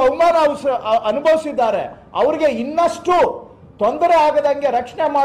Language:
Kannada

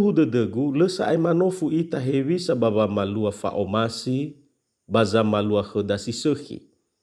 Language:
Nias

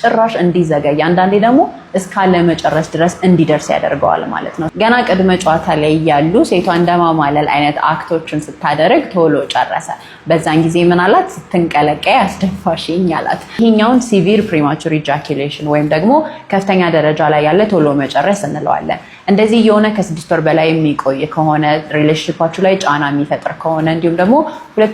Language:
Amharic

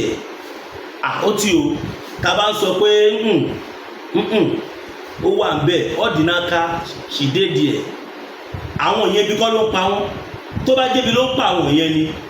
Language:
Yoruba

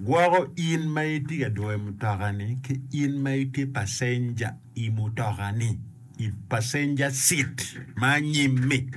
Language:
Acoli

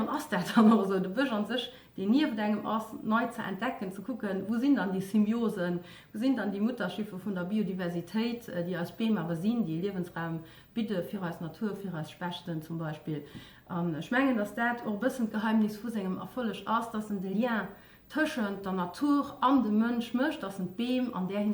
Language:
Luxembourgish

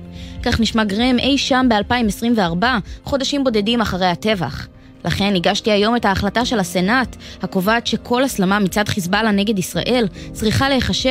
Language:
Hebrew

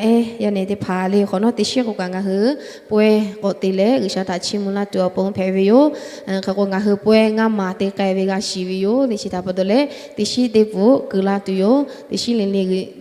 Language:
Lahu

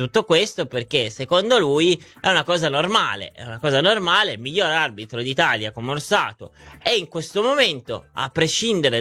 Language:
Italian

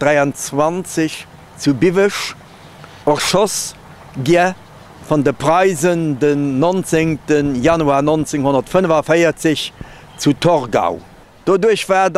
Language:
Luxembourgish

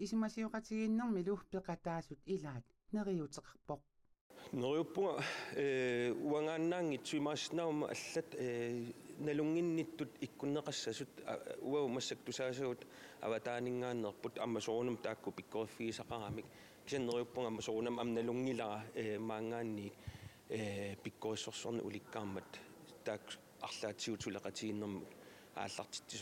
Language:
Kalaallisut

